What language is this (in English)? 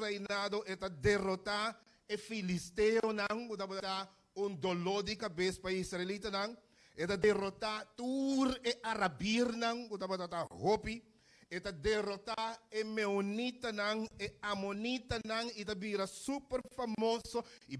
Papiamento